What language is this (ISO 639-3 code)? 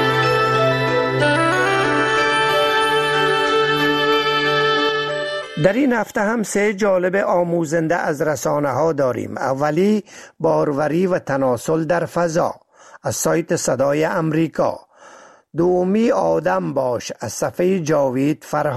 fas